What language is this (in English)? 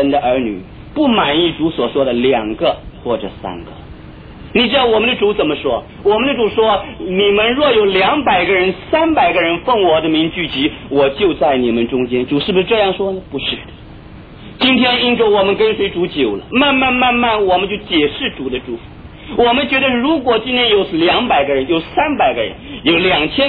Chinese